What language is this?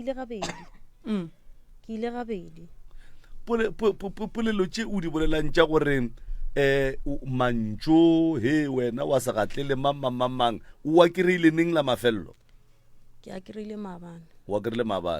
Northern Sotho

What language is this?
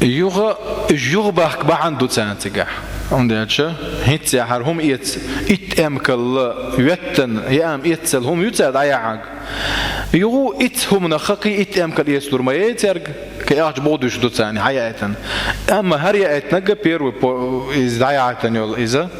Chechen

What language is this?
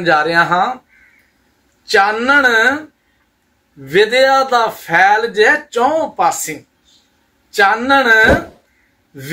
Punjabi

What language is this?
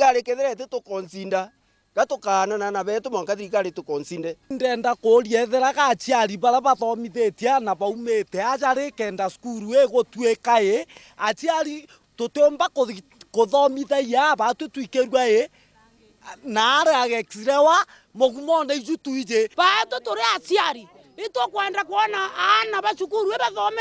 Meru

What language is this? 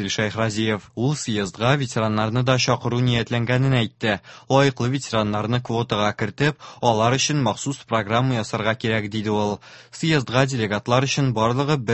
Tatar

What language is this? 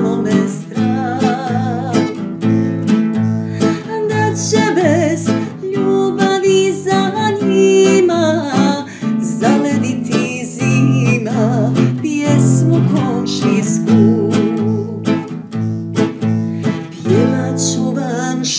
Bosnian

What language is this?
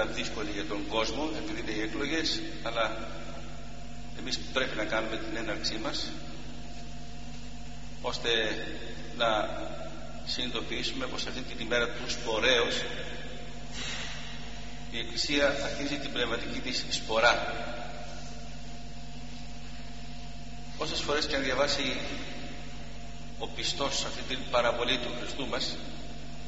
Greek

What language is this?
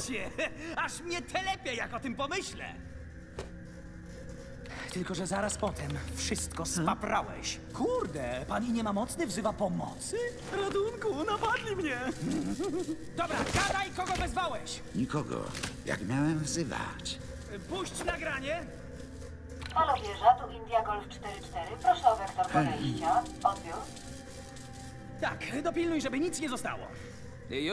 Polish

